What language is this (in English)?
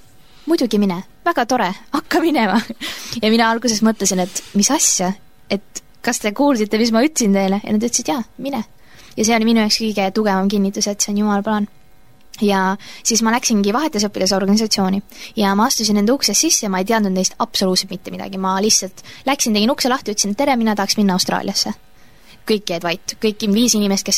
Estonian